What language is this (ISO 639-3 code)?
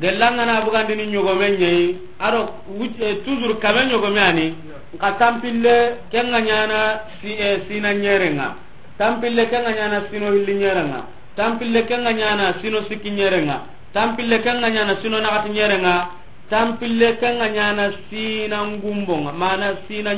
snk